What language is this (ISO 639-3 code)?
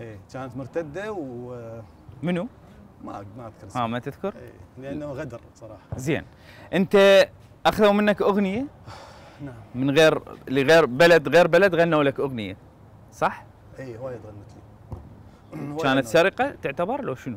acm